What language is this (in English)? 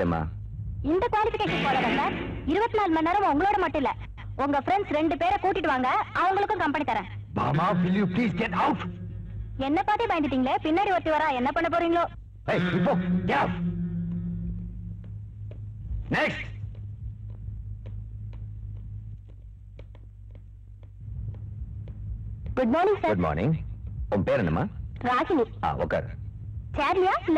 Tamil